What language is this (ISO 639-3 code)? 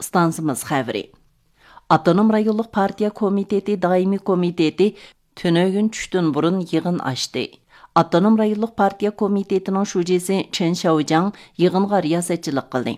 uig